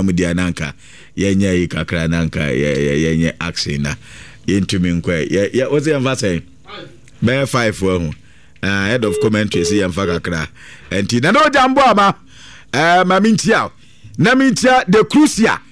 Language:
Akan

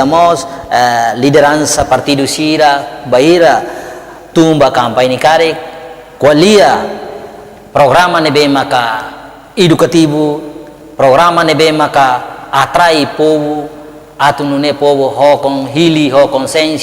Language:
Tetum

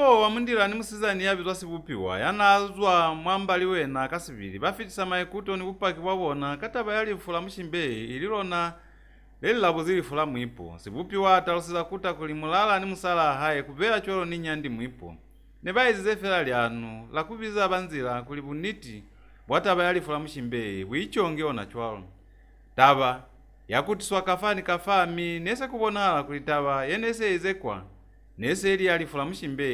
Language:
Lozi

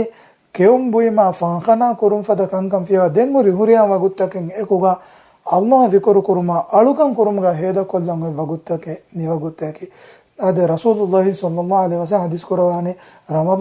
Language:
Divehi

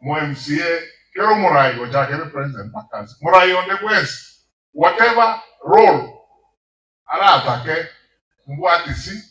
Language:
Gusii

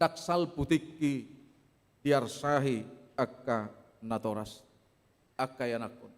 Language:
Batak Toba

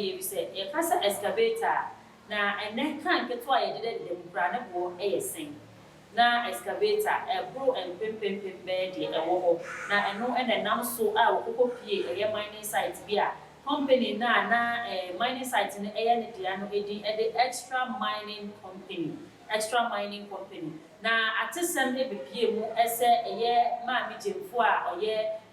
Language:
Akan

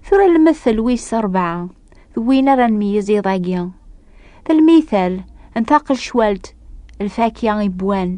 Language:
Kabyle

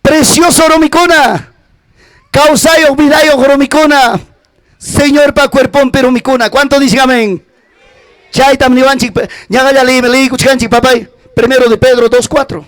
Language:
Ayacucho Quechua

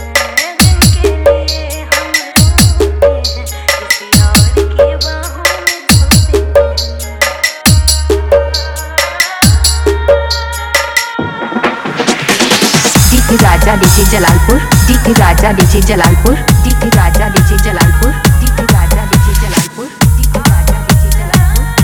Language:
Hindi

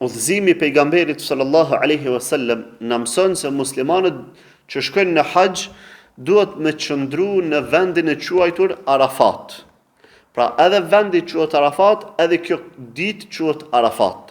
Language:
Albanian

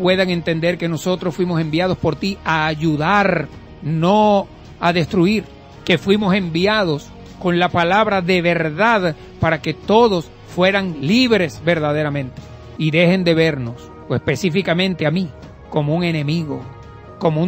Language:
Spanish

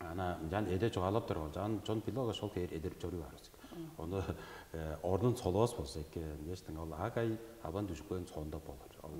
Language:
Tuvinian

